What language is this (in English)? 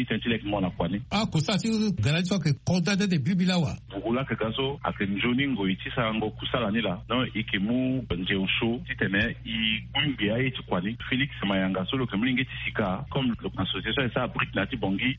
Sango